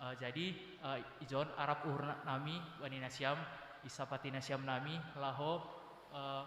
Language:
Batak Simalungun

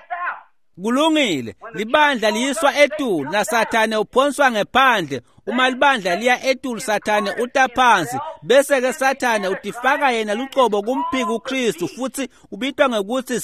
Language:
Swati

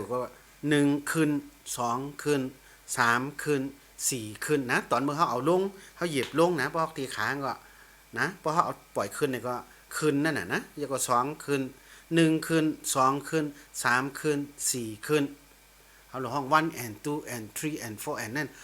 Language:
Shan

